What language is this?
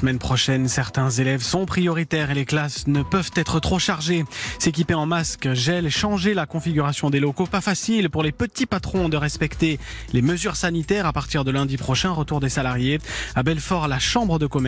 French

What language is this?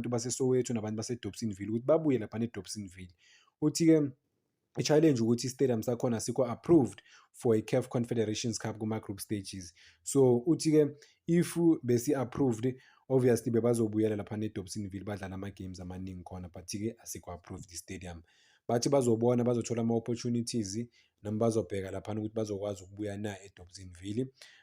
Zulu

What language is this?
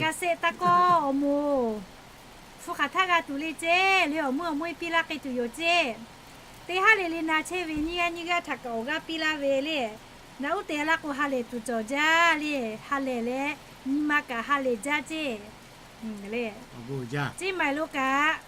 Lahu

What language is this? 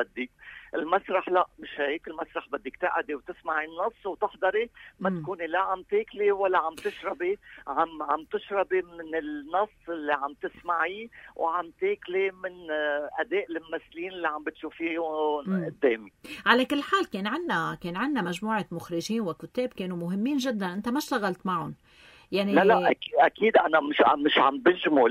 North Levantine Arabic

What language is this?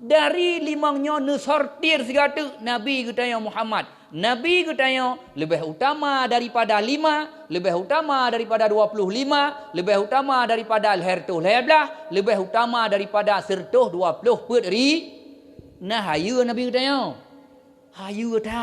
Achinese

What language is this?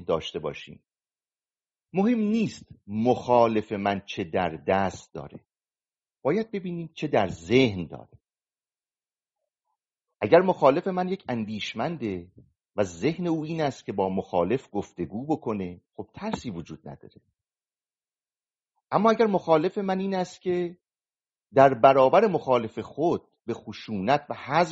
Persian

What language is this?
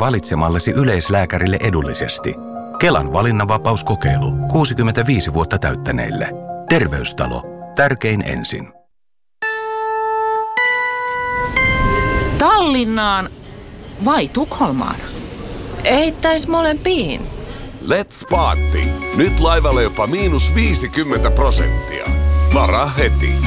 Finnish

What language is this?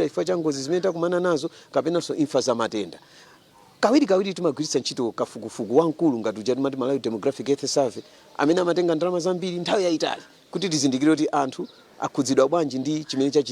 Nyanja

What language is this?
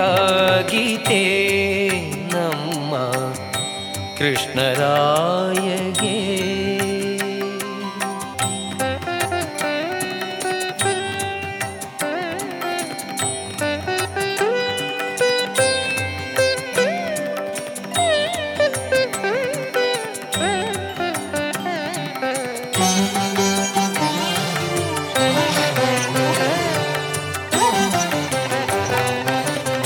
Kannada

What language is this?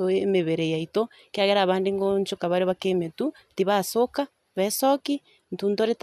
Gusii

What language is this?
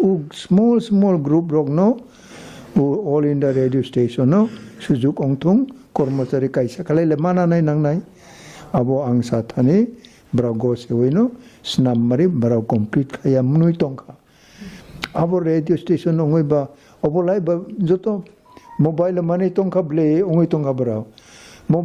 Kok Borok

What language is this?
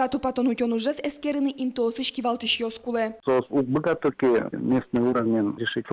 Udmurt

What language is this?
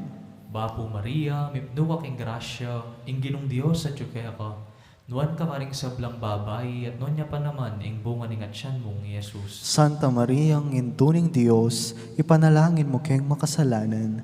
Pampanga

